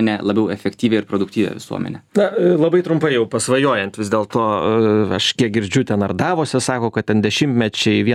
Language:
Lithuanian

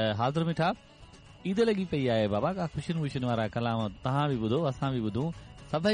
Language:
Sindhi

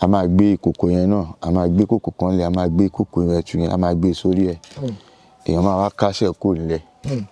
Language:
Yoruba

